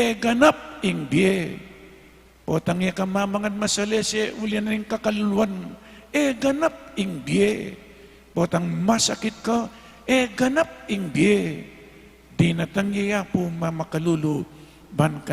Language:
Pampanga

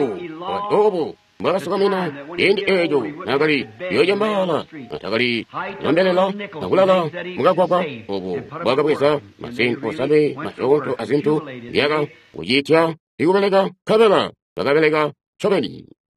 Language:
Tonga (Zambia)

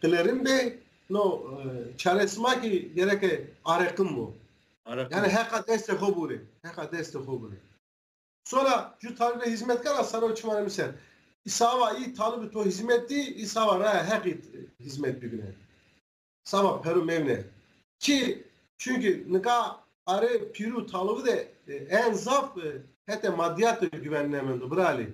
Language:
Zaza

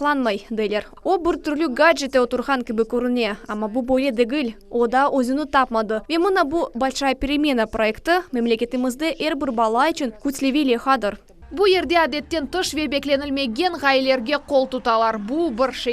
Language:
Crimean Tatar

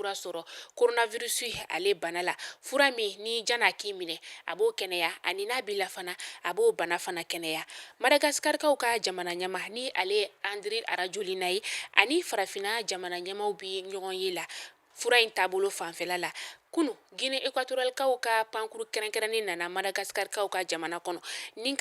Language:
Bambara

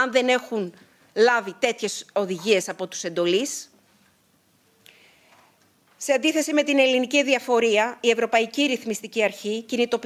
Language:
Greek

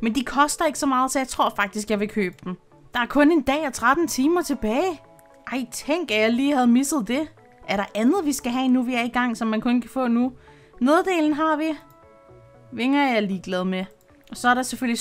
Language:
Danish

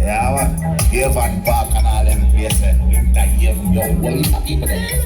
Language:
Jamaican Creole English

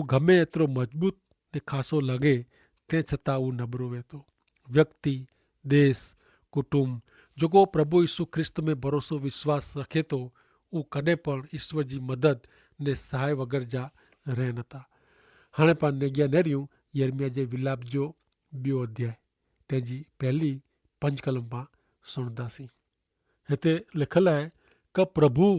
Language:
Kachhi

